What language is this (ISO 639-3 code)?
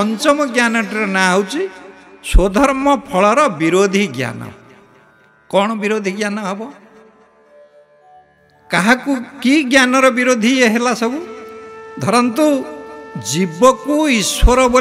ori